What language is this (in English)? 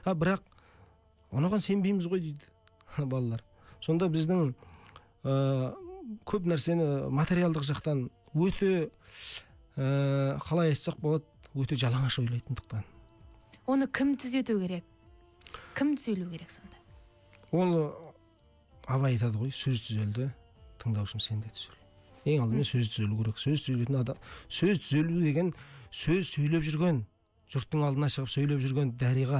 Kazakh